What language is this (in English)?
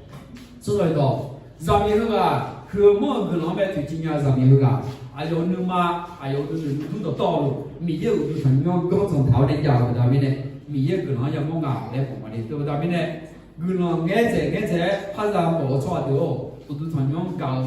Akha